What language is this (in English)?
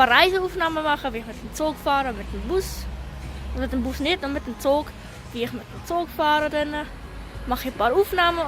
Swiss German